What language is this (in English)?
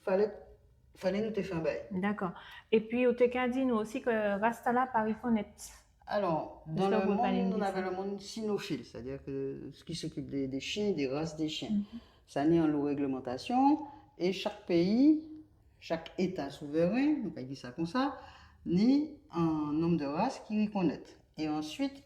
Guadeloupean Creole French